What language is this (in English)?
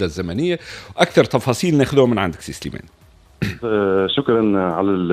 Tunisian Arabic